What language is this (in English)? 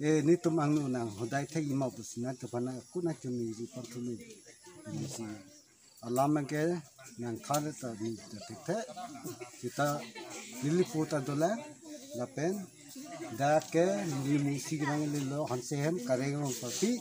Karbi